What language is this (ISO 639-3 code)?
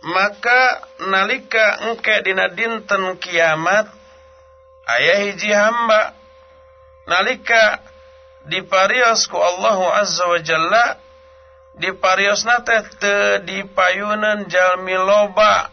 sun